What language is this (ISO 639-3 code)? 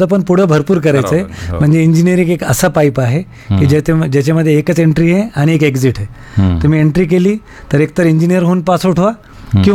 mar